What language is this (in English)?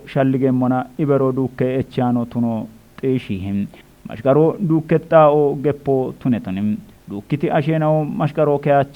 Kafa